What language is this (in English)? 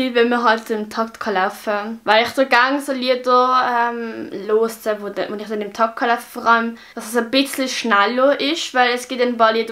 Swiss German